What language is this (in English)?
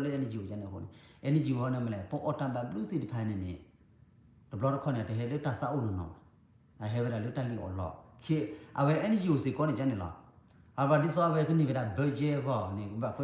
S'gaw Karen